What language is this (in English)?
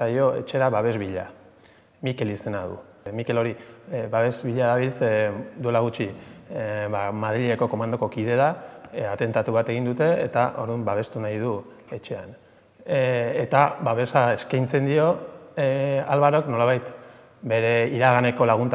Basque